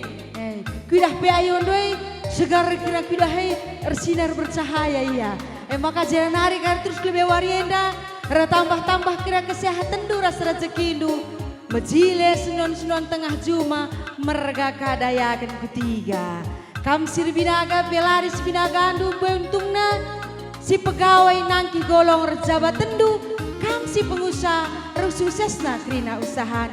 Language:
Batak Karo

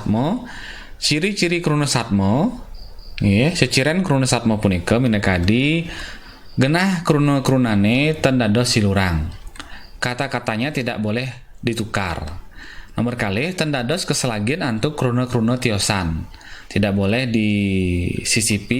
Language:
Balinese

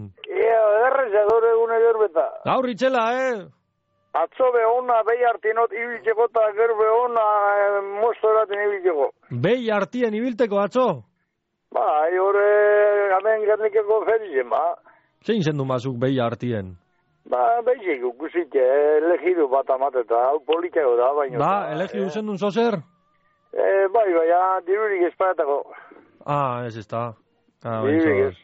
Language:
Basque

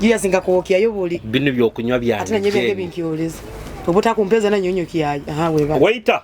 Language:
Nyoro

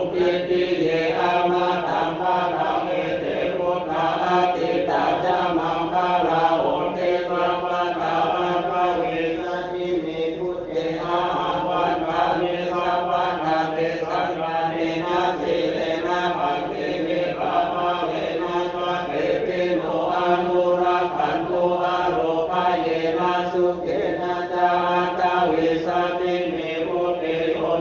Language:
Pali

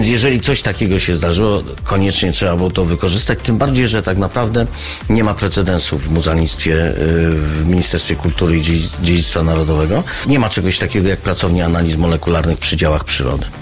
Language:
Polish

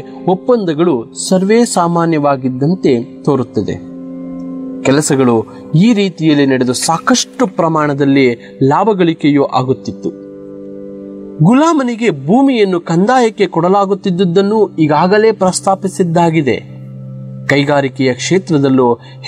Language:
Kannada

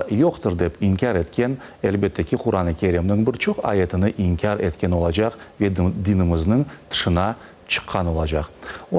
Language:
Crimean Tatar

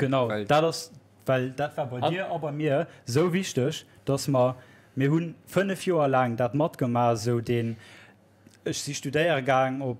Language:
Luxembourgish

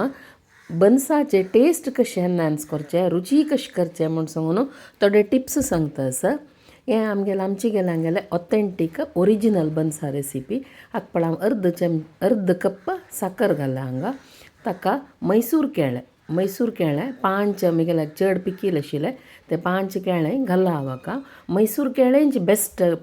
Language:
Konkani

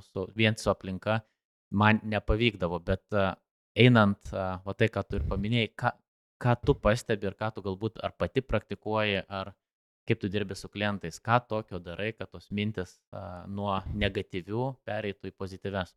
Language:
Lithuanian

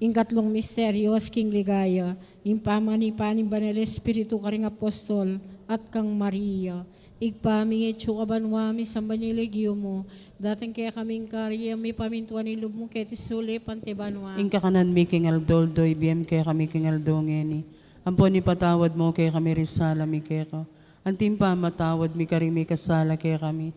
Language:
Pampanga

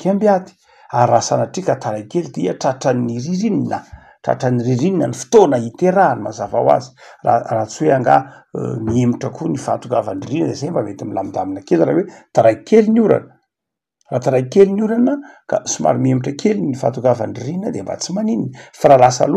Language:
Malagasy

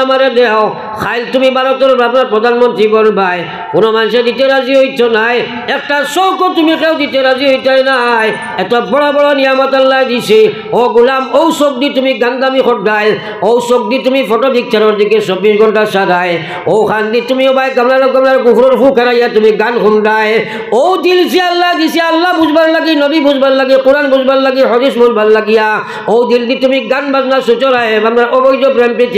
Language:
Sylheti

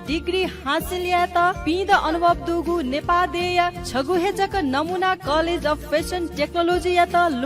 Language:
Newari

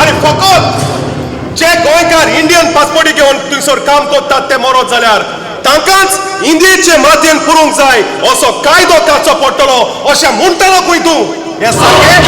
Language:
Konkani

